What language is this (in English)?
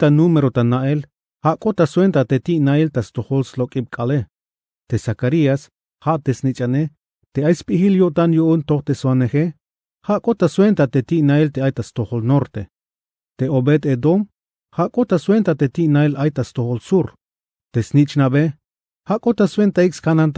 Tzeltal